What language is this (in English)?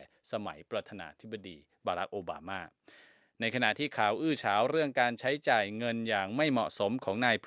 Thai